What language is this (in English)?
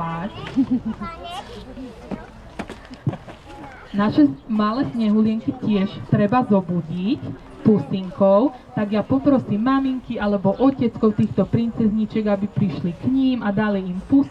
Slovak